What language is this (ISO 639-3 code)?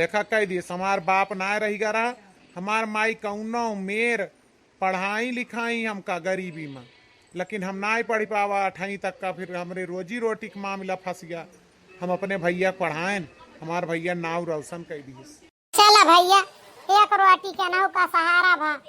awa